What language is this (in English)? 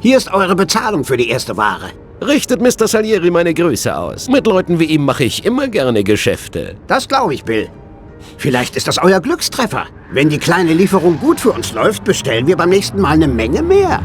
Bavarian